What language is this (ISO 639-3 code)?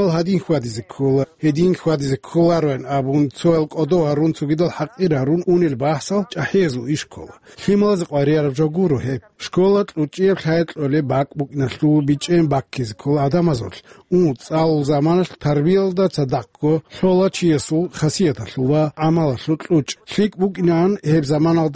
ava